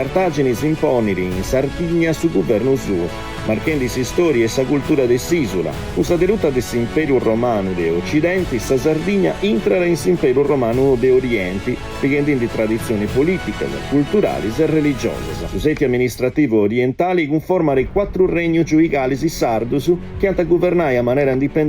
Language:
Sardinian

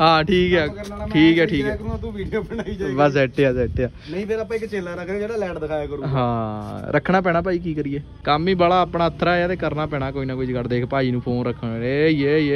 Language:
Punjabi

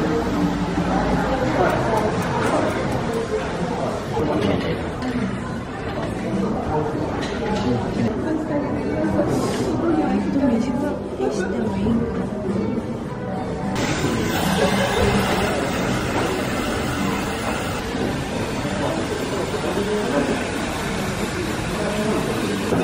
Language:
Japanese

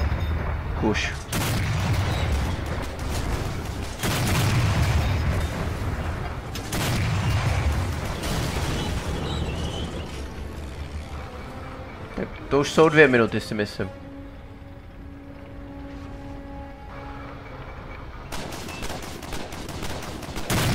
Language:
Czech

